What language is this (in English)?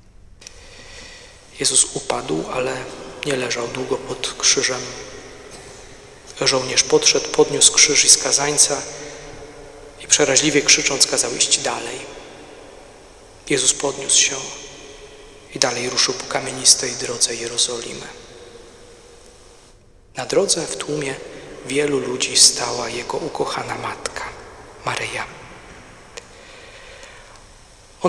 Polish